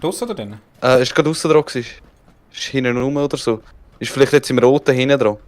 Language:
Swiss German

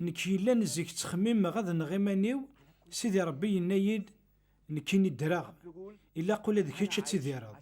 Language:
Kabyle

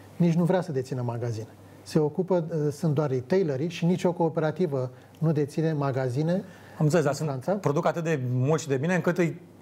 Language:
Romanian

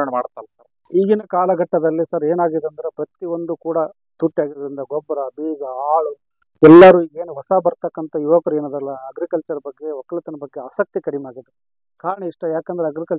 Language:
Kannada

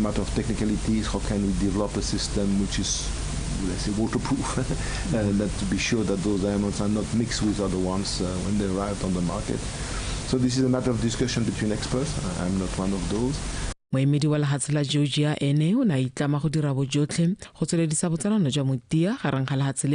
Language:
Tswana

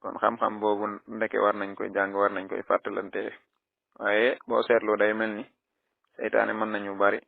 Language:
Wolof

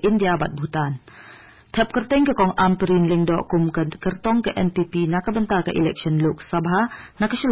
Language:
Khasi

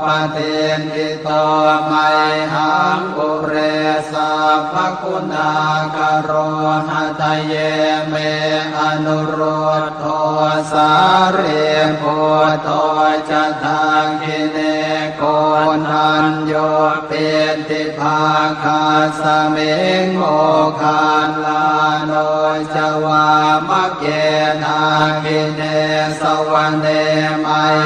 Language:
Pali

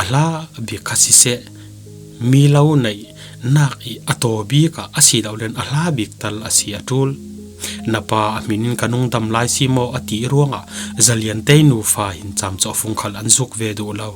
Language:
Falam Chin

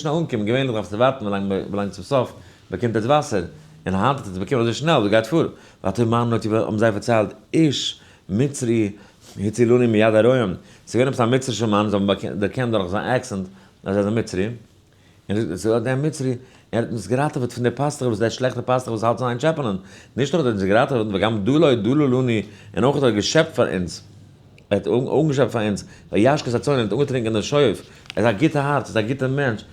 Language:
Yiddish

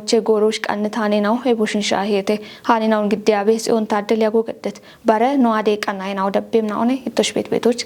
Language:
Kafa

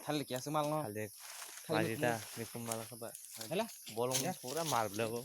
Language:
Kok Borok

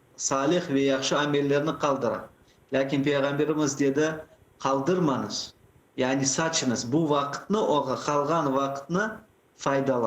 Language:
Crimean Tatar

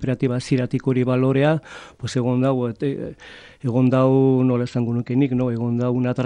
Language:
Basque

